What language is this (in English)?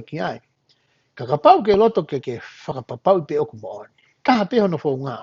Tongan